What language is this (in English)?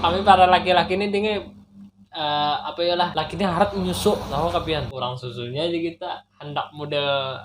Banjar